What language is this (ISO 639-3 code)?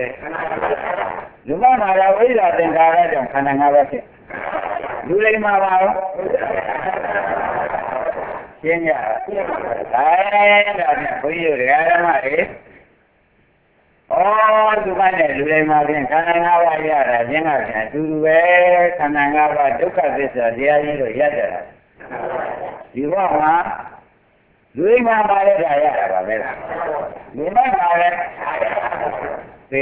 mya